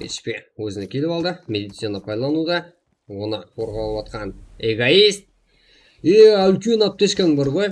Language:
Kara-Kalpak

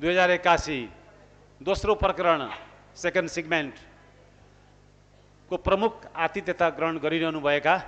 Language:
Nepali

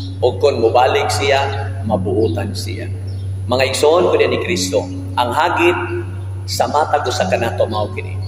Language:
Cebuano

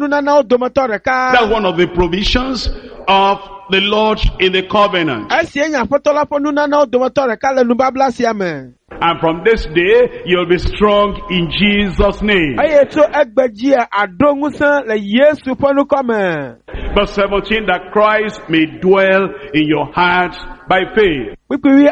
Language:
Ewe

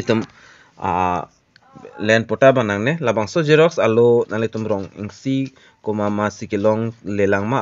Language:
Karbi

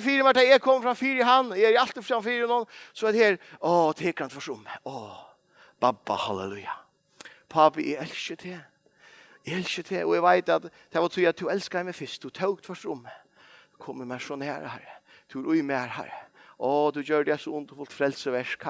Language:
Faroese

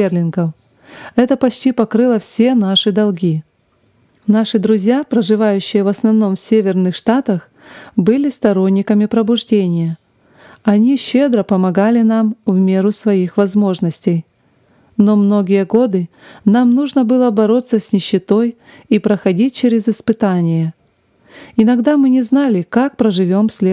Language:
Russian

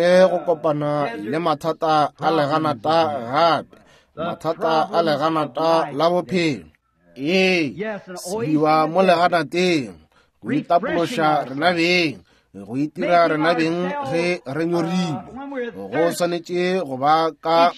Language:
Northern Sotho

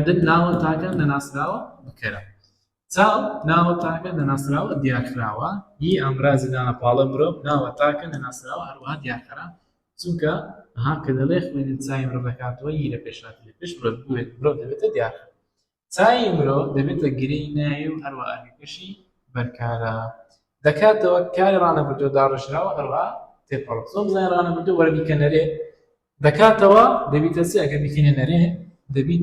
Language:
Central Kurdish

